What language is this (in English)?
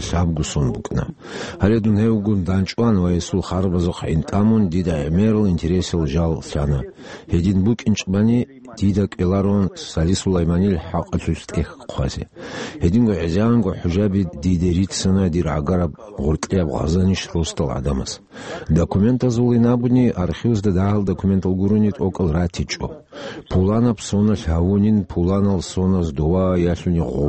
Avaric